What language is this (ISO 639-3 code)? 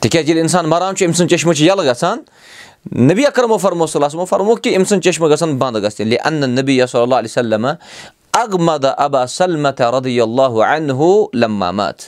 kas